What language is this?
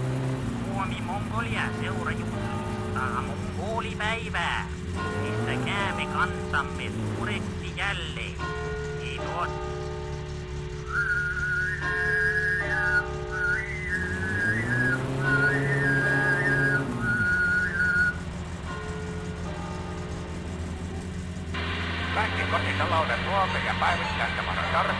Finnish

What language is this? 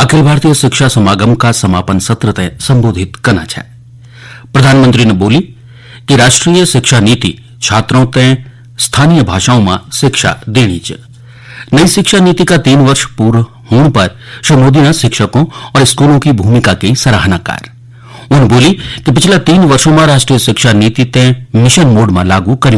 Garhwali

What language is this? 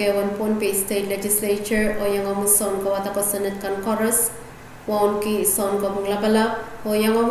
Pohnpeian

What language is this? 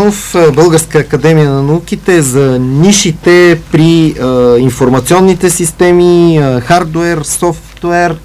Bulgarian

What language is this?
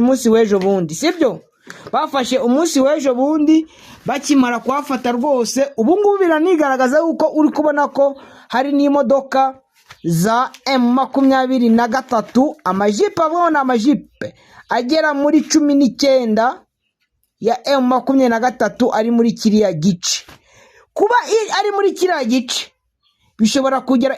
Kinyarwanda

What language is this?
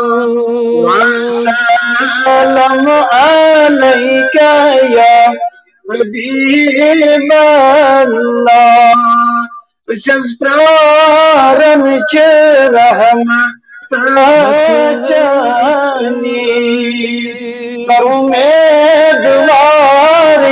Kashmiri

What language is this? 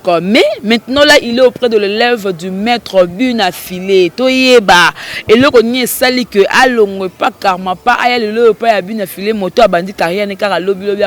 Lingala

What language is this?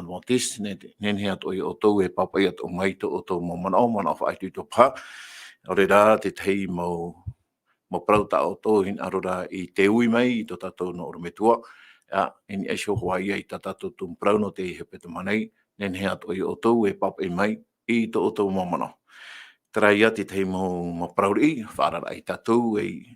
Tahitian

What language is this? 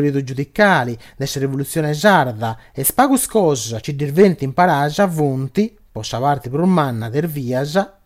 Sardinian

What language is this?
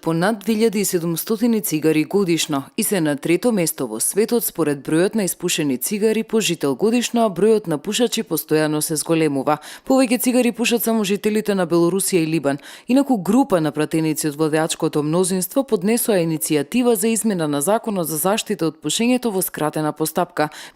Macedonian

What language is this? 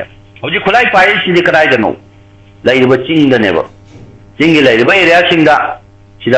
Manipuri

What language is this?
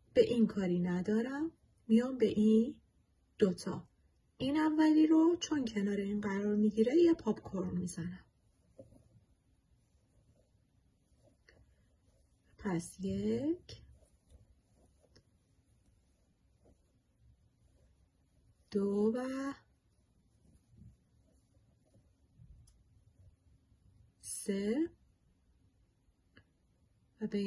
Persian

